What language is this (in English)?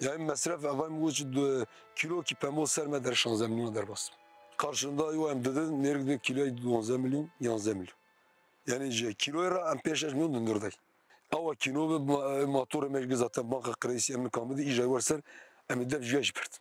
Kurdish